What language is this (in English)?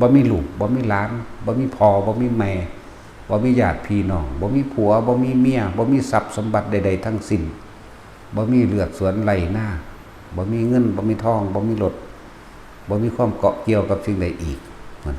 Lao